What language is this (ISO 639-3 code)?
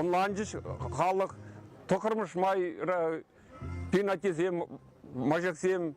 chv